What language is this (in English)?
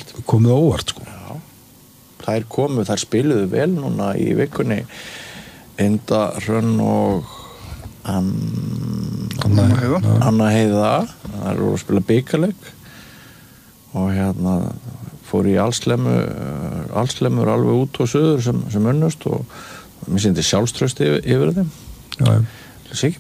Icelandic